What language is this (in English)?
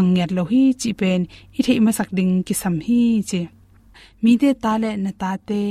Tedim Chin